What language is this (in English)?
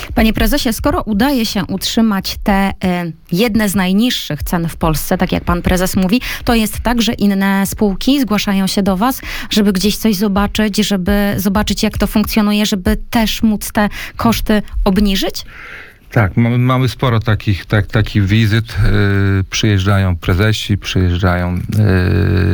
Polish